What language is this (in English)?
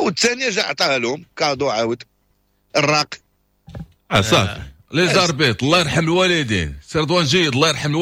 Moroccan Arabic